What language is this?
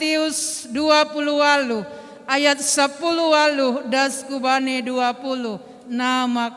Batak Simalungun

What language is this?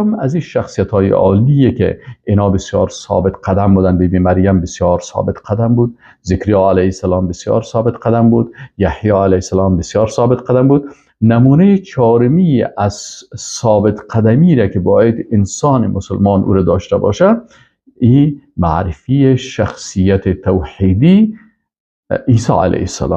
Persian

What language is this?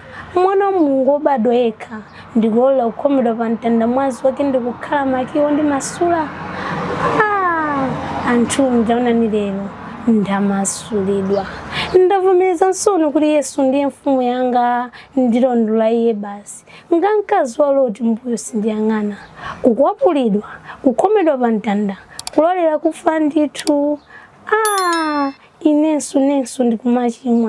Nyanja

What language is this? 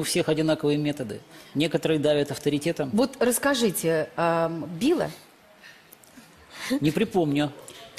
Russian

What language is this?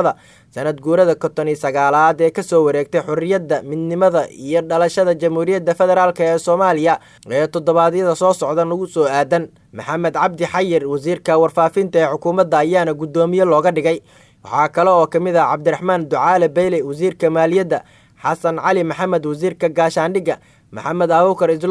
Somali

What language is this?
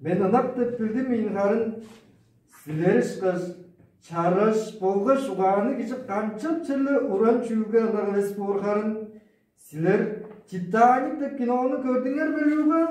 Tuvinian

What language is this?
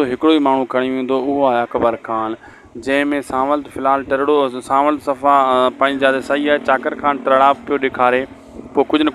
Sindhi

